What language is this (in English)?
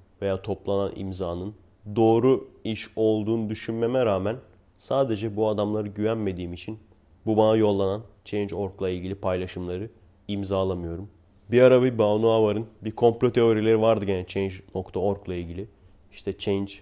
Turkish